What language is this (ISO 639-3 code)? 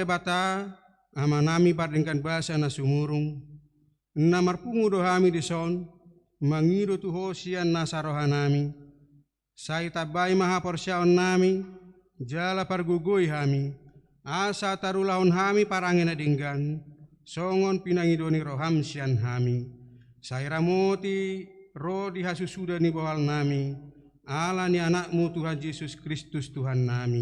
bbc